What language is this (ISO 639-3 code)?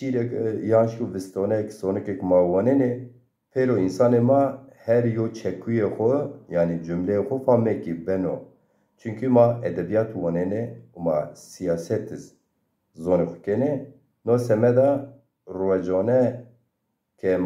zza